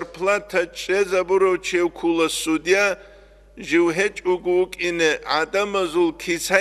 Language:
Avaric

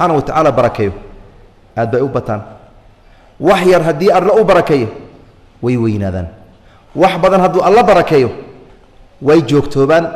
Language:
Somali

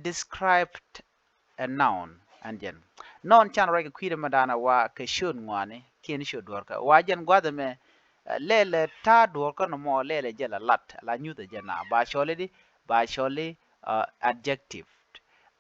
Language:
Nuer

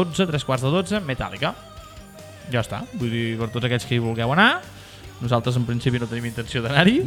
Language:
Catalan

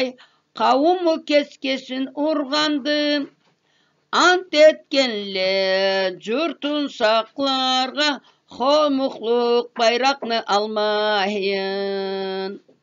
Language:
Karachay-Balkar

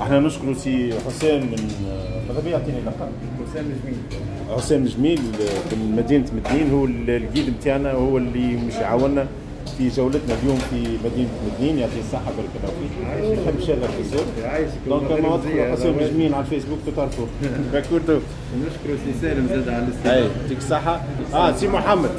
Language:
Tunisian Arabic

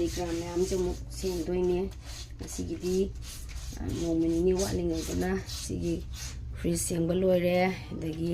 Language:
Manipuri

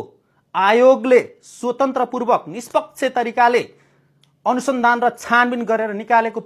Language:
Nepali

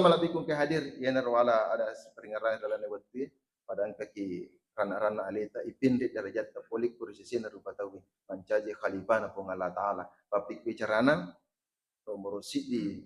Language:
Buginese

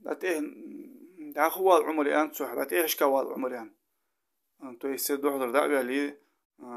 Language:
Ingush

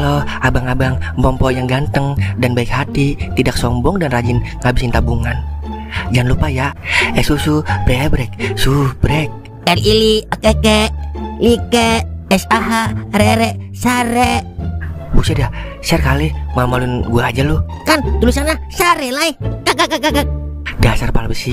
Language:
Betawi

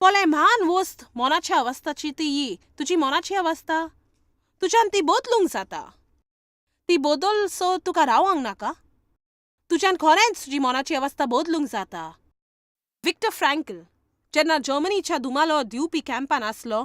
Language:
Konkani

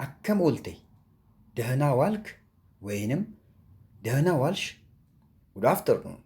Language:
Oromo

